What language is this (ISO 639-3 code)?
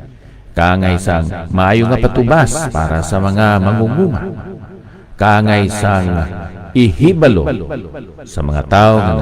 hil